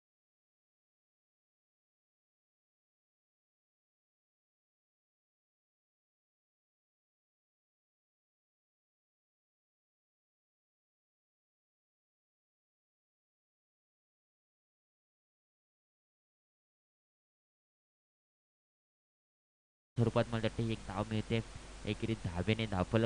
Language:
Marathi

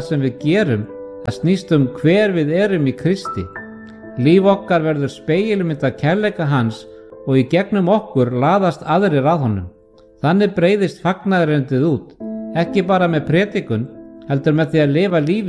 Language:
Icelandic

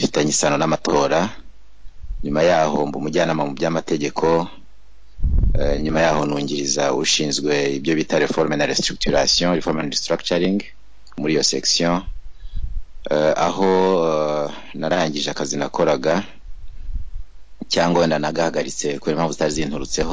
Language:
Kinyarwanda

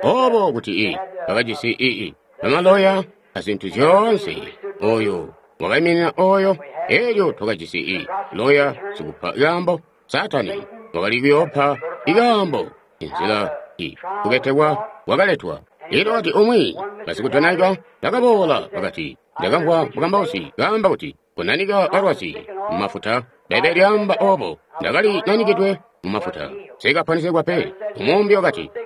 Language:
Tonga (Zambia)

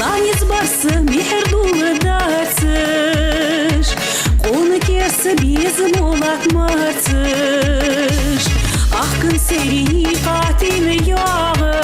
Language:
Ingush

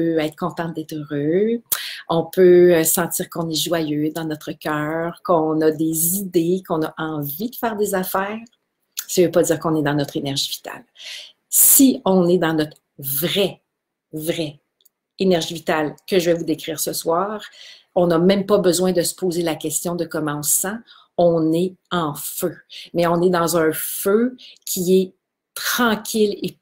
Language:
French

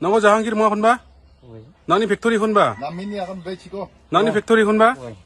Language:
Garo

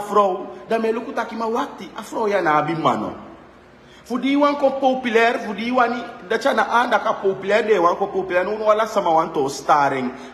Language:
Sranan Tongo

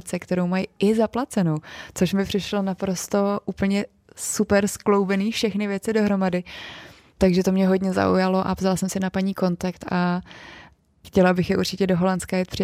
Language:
Czech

